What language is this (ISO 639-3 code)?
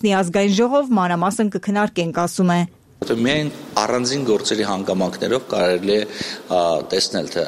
hye